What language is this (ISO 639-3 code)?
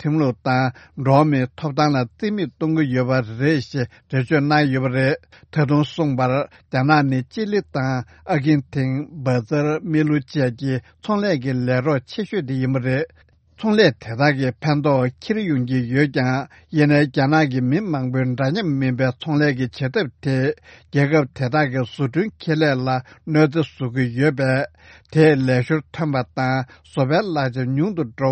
bod